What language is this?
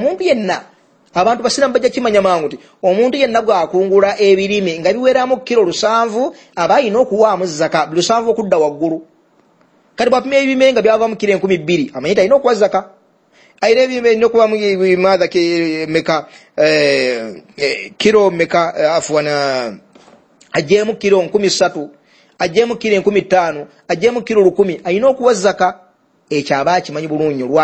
Ganda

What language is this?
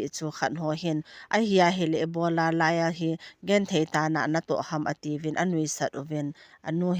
Thado Chin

